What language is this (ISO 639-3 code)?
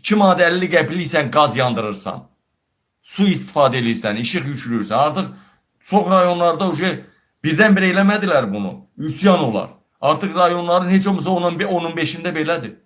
aze